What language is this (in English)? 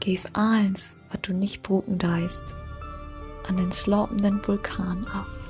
Low German